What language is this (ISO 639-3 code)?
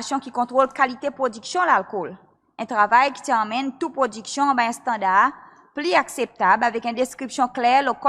crs